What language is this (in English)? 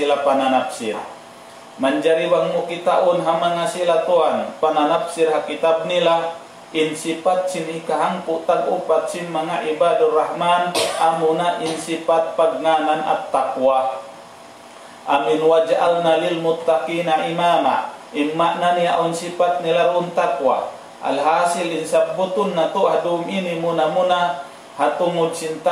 Tausug